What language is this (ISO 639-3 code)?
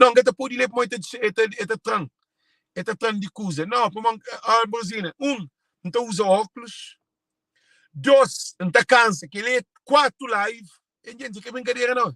kea